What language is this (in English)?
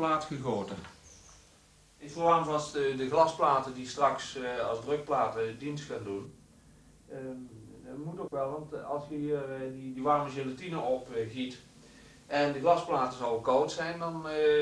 Dutch